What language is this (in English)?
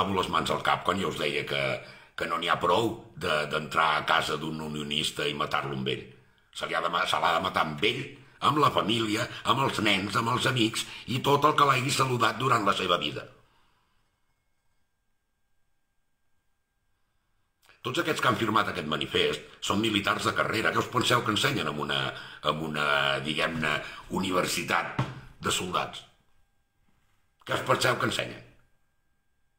Catalan